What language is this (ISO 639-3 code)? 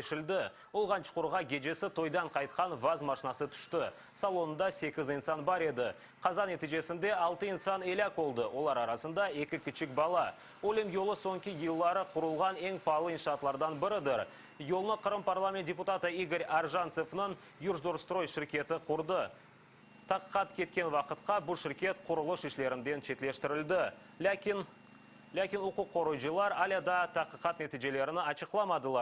crh